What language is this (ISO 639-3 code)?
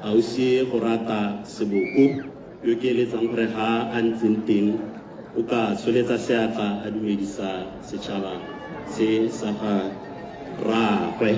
tsn